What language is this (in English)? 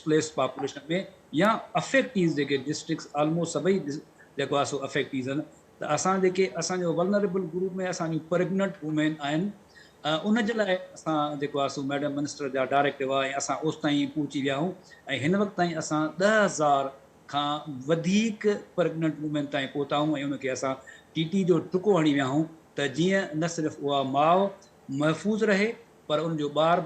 Sindhi